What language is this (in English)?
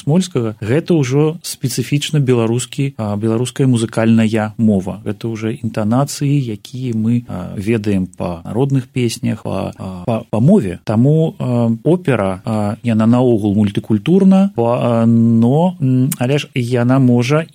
Belarusian